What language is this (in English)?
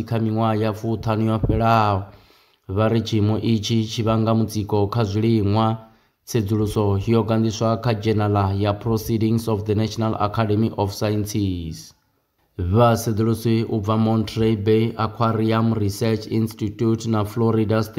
Venda